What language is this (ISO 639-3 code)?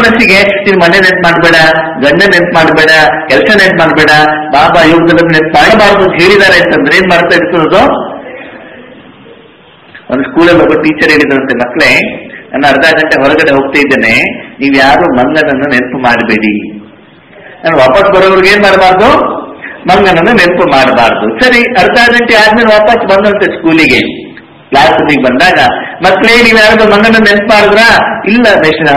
kan